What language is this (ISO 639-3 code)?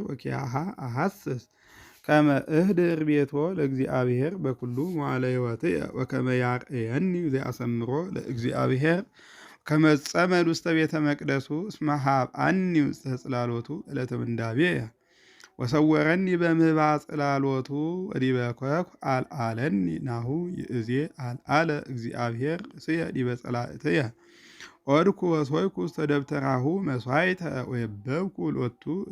gez